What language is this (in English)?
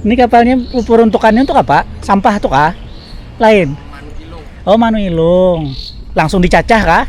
Banjar